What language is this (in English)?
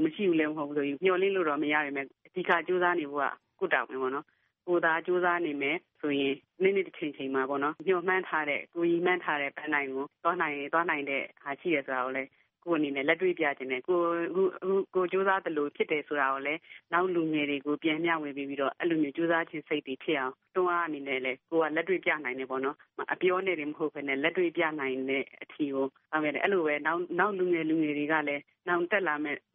Burmese